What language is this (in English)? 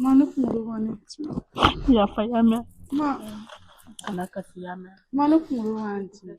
Bambara